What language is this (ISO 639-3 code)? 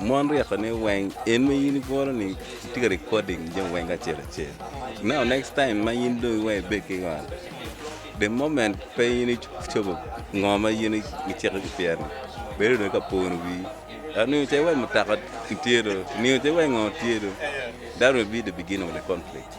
ach